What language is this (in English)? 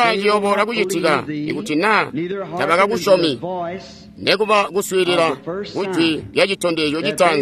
Tonga (Zambia)